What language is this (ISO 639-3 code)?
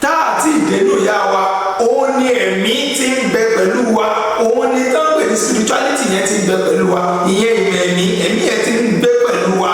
yor